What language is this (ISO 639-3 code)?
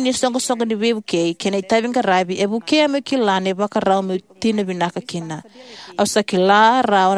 fij